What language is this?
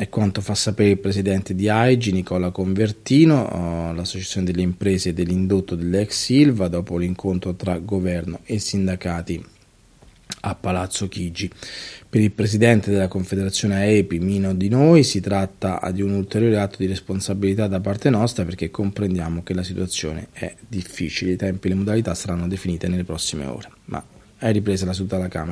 Italian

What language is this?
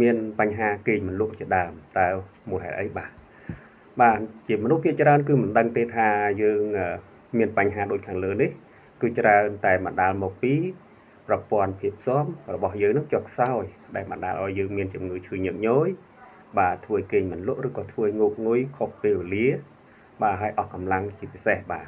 Khmer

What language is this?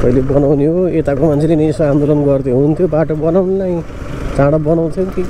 Nepali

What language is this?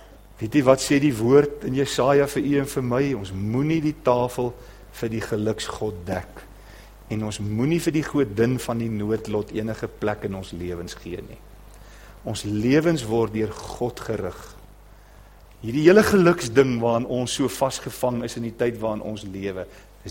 Afrikaans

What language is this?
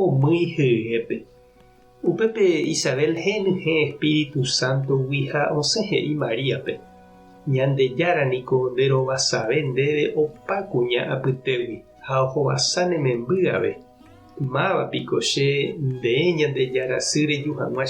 Guarani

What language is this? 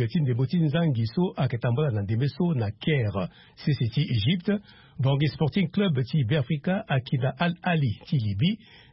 Sango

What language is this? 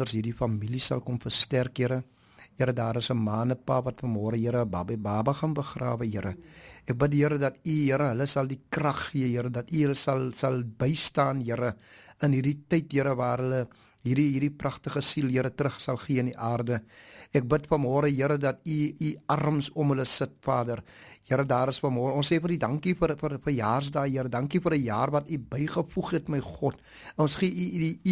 Afrikaans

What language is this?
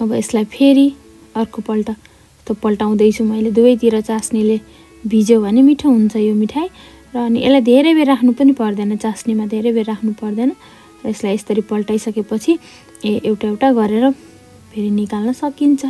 Nepali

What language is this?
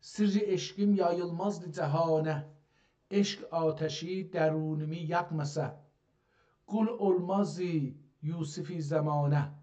South Azerbaijani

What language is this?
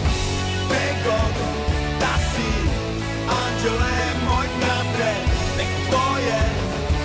Serbian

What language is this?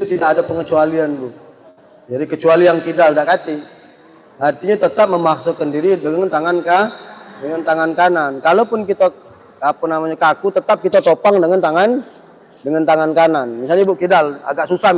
Musi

